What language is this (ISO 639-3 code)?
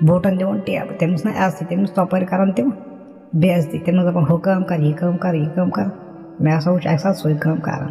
kas